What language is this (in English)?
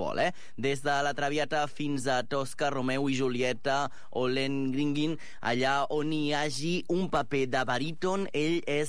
Catalan